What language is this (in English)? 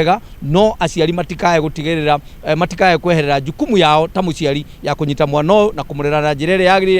Kikuyu